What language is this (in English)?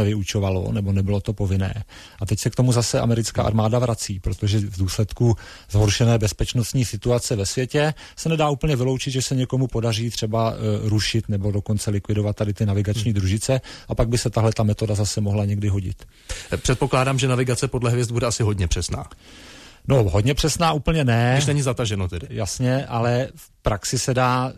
Czech